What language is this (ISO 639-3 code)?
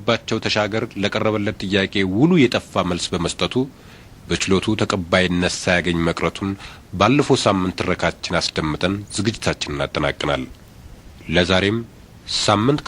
amh